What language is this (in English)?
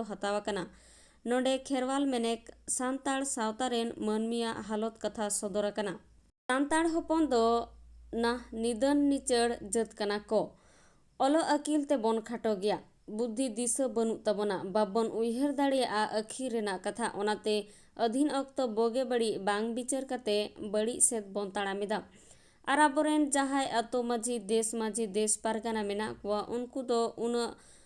Santali